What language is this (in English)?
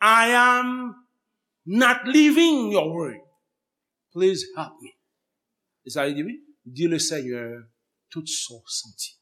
Haitian Creole